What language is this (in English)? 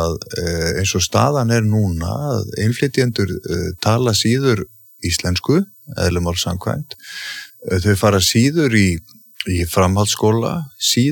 Icelandic